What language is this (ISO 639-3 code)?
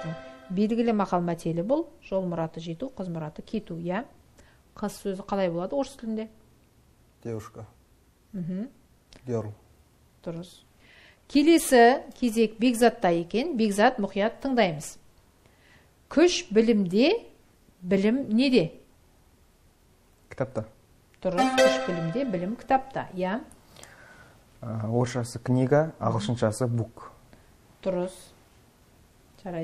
kaz